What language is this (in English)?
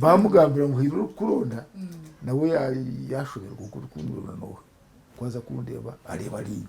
Nyankole